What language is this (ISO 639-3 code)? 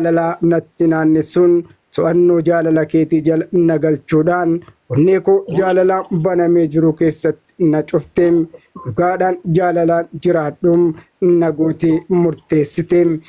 orm